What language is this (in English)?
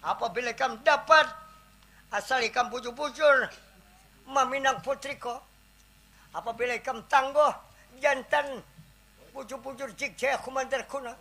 Banjar